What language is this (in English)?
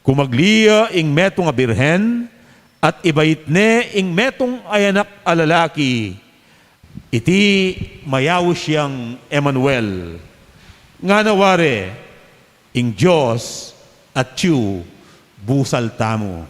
Pampanga